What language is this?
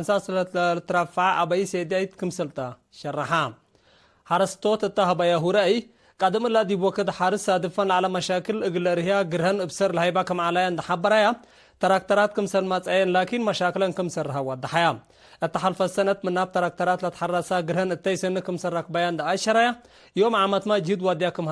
Tigre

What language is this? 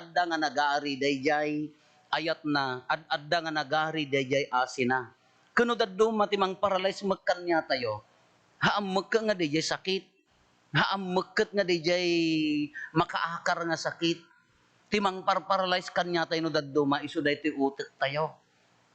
Iloko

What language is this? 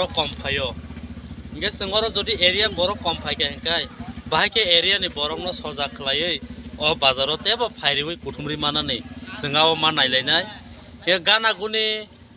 Kok Borok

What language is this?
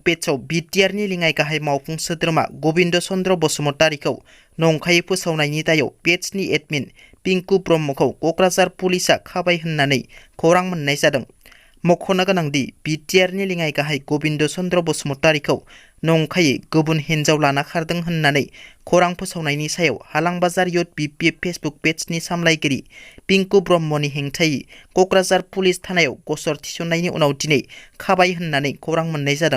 Bodo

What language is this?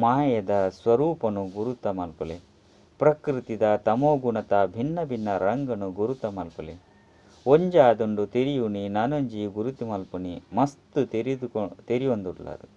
Tulu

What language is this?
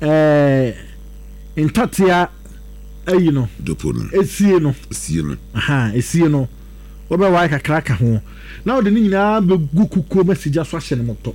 Akan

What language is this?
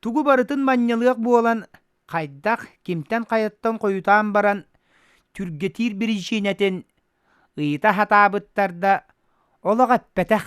Yakut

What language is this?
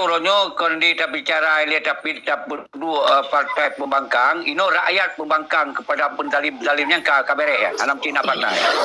Achinese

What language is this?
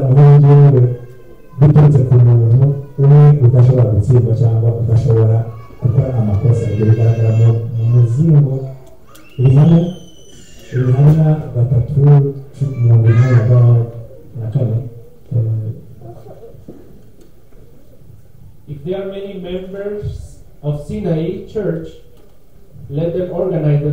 Kinyarwanda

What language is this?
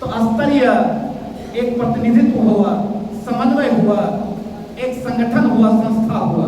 Angika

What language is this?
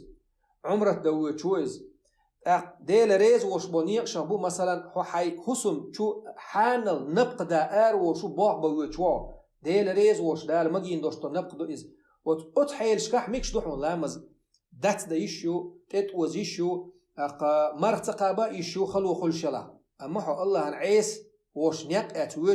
Chechen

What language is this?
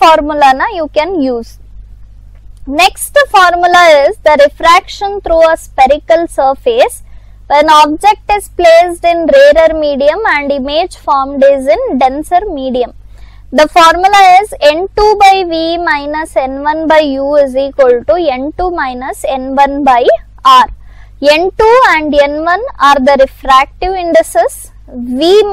English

